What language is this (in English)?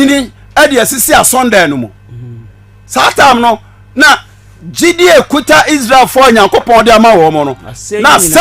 Akan